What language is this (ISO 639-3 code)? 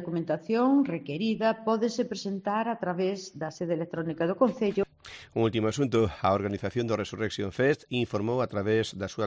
glg